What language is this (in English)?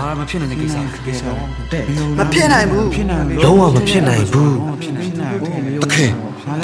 Burmese